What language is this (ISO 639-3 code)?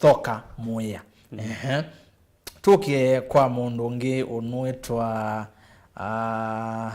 kam